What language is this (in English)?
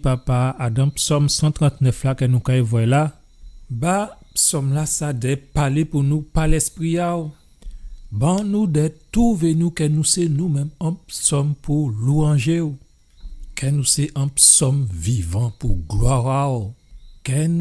Guadeloupean Creole French